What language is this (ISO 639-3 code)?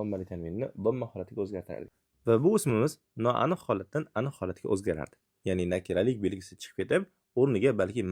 uzb